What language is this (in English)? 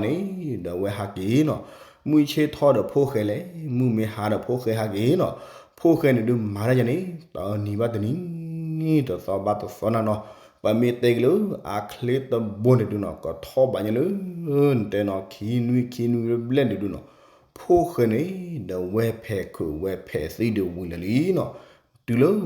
S'gaw Karen